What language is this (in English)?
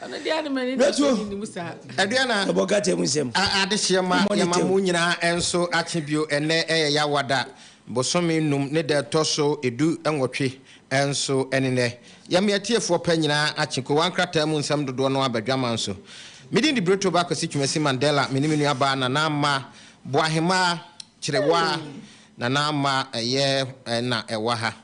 Akan